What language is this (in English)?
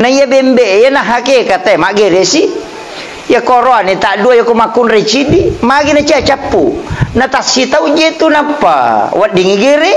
Buginese